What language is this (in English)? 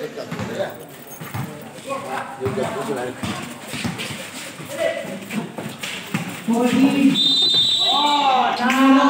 Filipino